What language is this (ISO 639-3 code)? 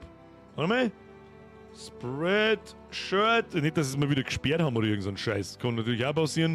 bar